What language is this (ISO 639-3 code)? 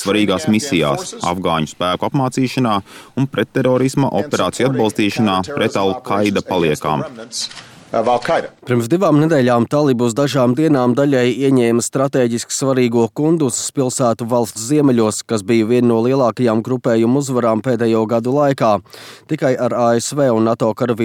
lav